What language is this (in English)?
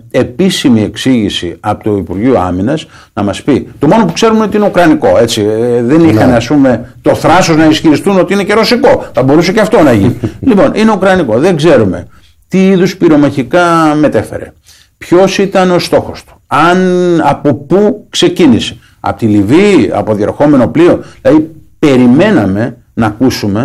Greek